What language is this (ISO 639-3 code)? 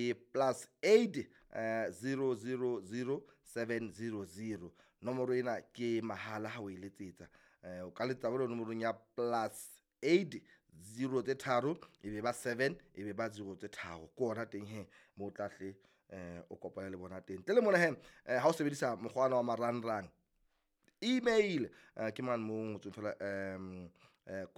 sot